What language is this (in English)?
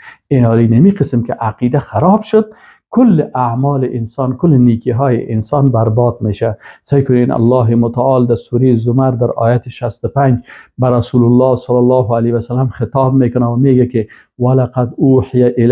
Persian